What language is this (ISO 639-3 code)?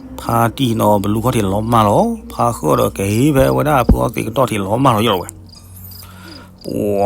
ksw